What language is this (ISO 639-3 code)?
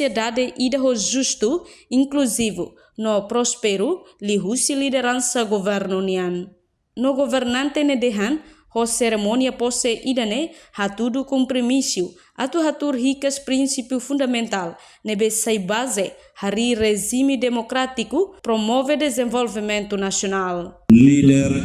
tet